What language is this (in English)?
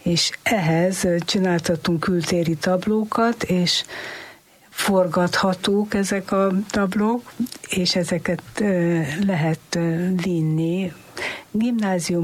Hungarian